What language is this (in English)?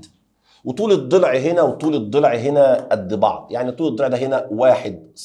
Egyptian Arabic